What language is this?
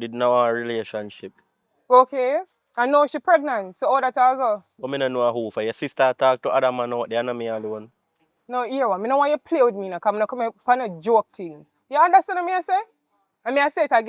Jamaican Creole English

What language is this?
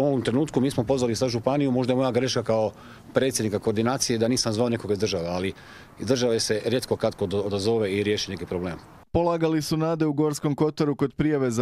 Croatian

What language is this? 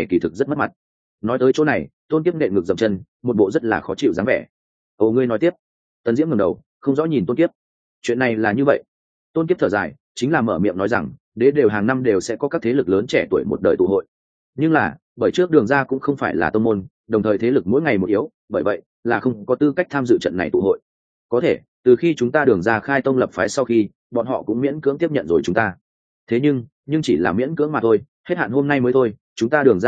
Vietnamese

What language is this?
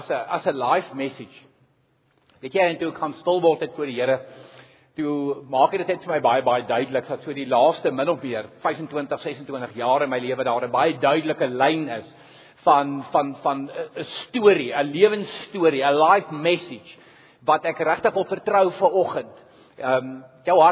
Afrikaans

